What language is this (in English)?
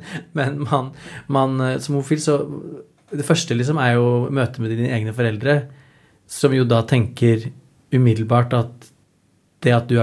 Norwegian